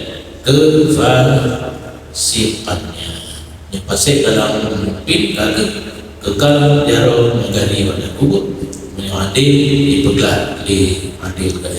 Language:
Achinese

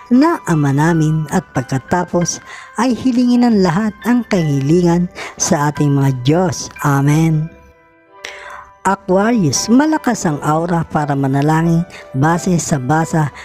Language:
Filipino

